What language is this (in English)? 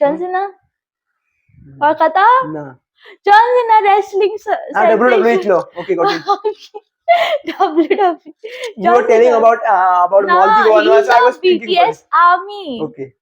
Konkani